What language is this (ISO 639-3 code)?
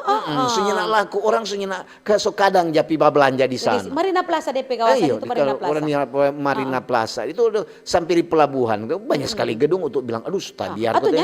xmm